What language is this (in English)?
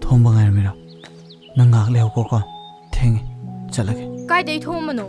Manipuri